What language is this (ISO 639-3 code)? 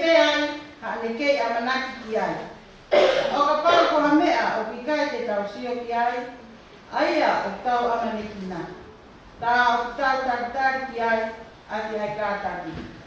ton